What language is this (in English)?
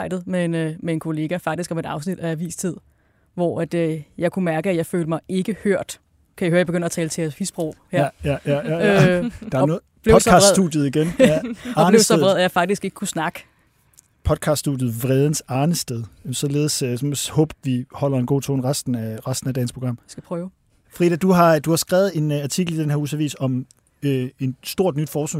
Danish